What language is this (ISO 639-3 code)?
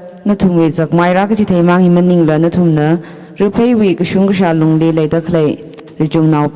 nmf